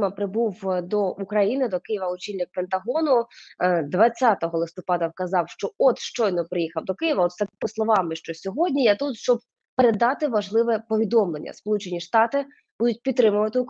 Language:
Ukrainian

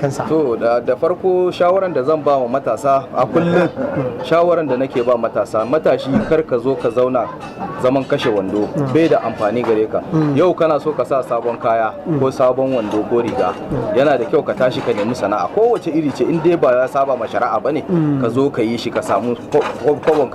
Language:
Hausa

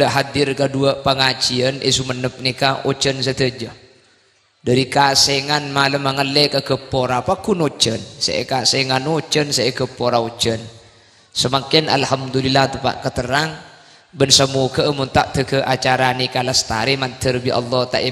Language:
Madurese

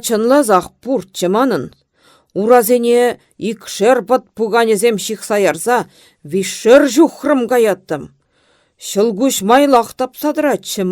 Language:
Chuvash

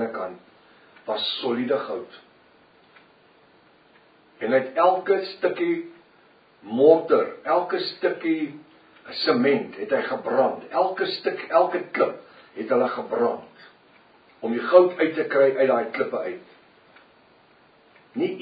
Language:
Afrikaans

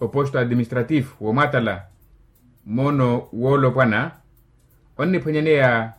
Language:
Makhuwa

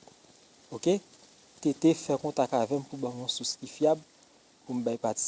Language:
Haitian Creole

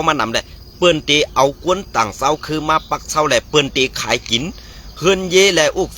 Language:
Shan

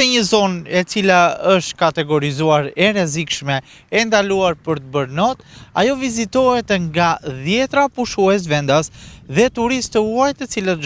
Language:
Albanian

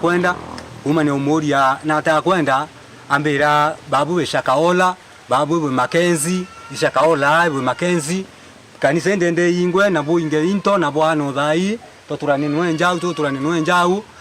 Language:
Meru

